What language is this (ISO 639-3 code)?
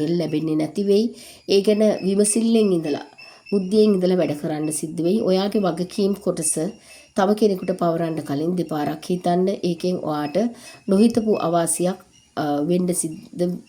sin